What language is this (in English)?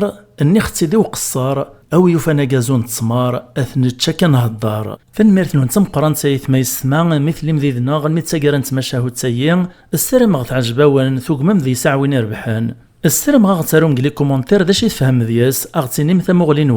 Kabyle